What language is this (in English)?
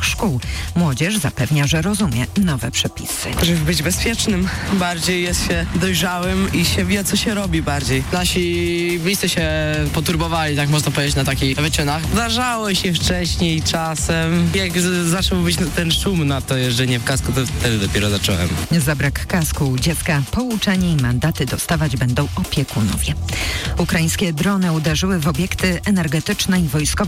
Polish